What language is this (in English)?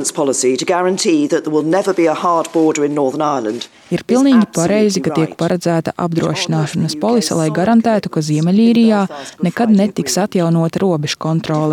Latvian